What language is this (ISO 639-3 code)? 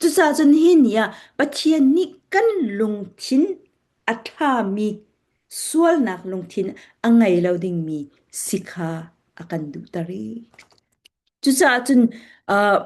cfm